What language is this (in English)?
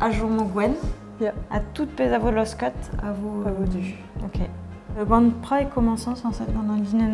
Breton